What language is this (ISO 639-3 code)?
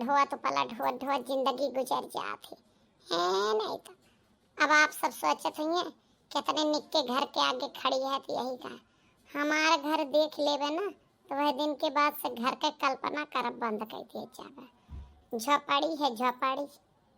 awa